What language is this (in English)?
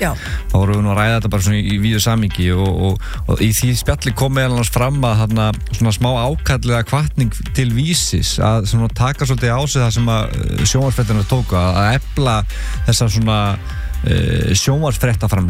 Icelandic